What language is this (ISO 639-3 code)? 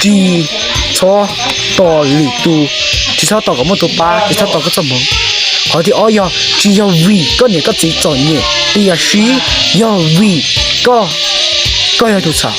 hmn